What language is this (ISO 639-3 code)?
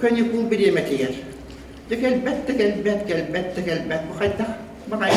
sah